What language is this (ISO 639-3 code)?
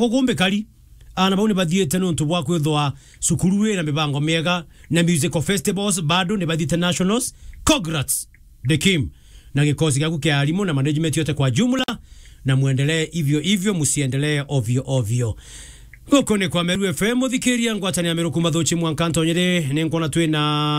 mer